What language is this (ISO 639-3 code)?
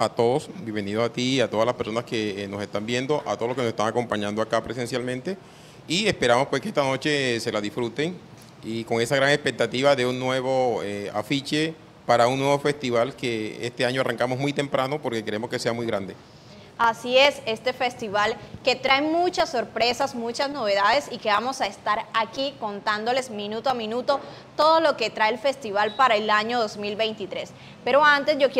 spa